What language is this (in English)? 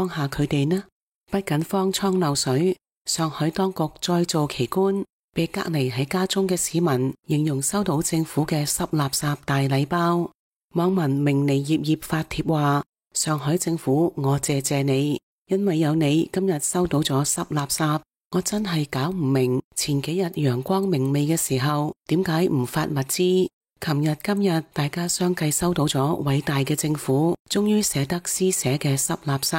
Cantonese